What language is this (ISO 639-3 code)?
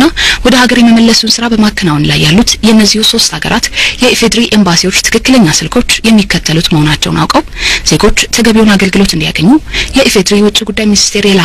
amh